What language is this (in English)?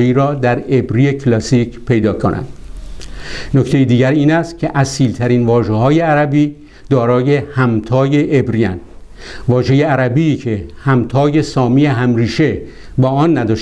Persian